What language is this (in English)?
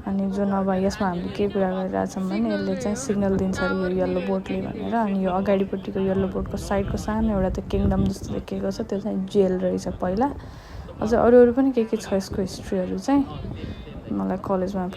Nepali